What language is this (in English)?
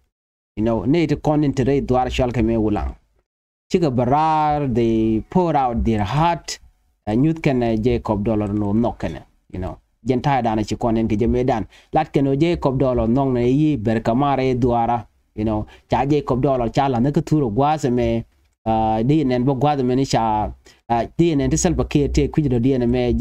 Nuer